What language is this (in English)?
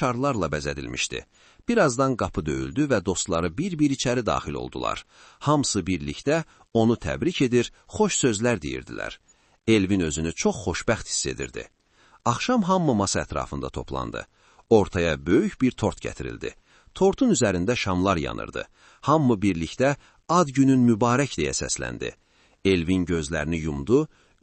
Azerbaijani